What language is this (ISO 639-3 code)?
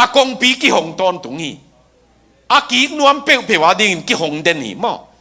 ctd